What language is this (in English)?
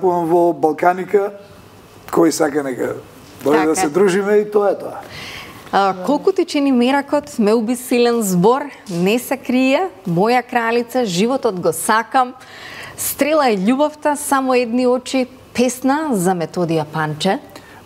Macedonian